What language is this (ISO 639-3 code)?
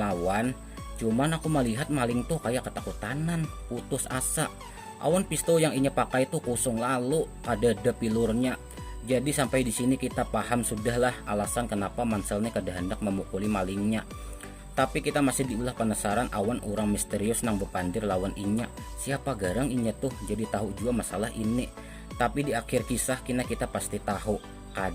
bjn